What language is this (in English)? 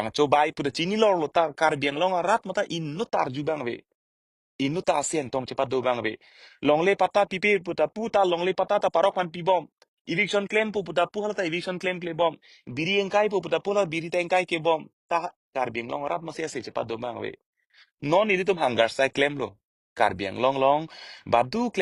Karbi